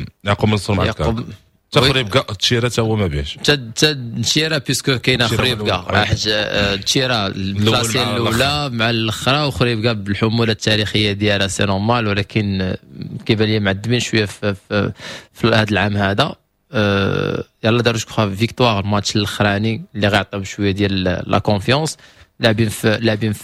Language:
Moroccan Arabic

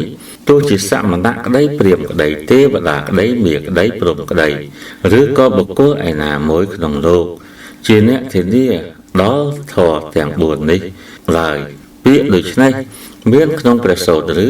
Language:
Khmer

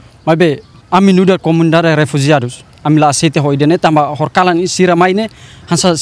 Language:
Tetum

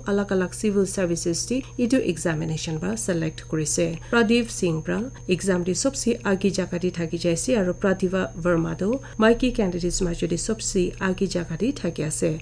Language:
Naga Pidgin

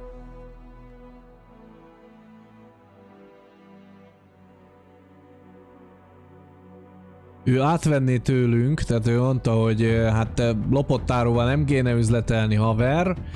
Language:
Hungarian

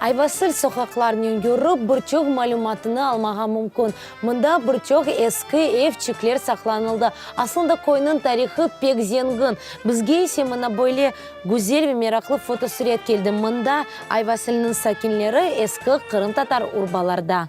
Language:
Crimean Tatar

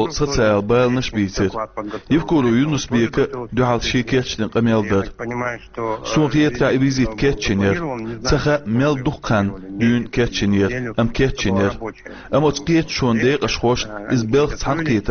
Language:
Chechen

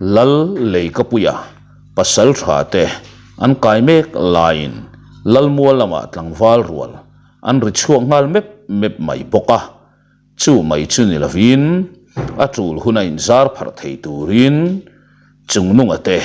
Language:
Mizo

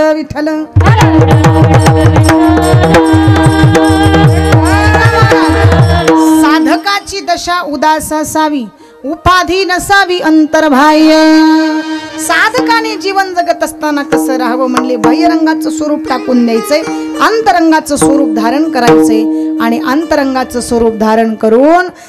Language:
Marathi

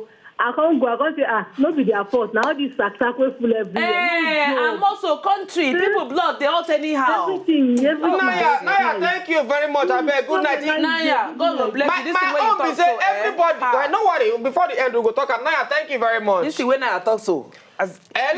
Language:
Nigerian Pidgin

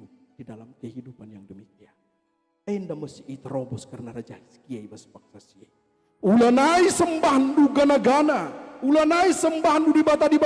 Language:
Batak Karo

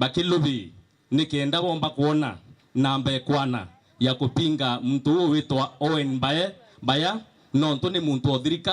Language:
Meru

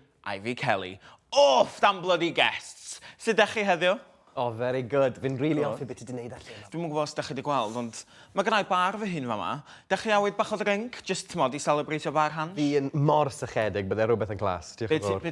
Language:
Welsh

